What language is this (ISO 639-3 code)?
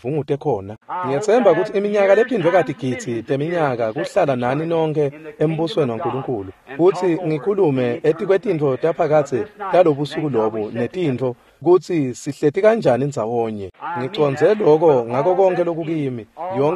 ssw